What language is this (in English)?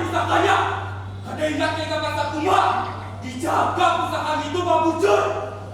Banjar